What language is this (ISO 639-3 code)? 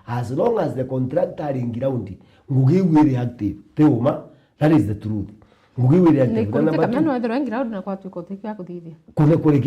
mer